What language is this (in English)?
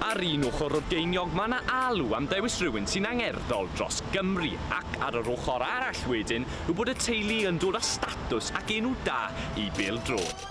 Welsh